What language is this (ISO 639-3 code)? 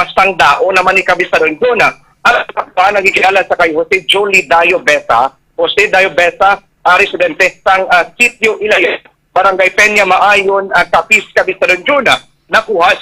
hil